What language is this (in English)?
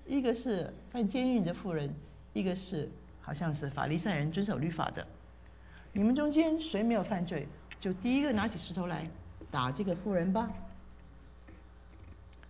Chinese